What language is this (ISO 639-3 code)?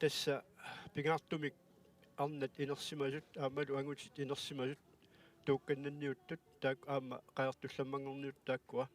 kal